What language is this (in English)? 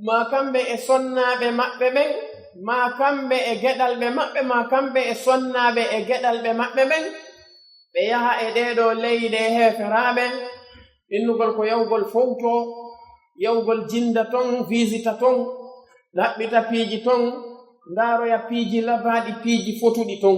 Pular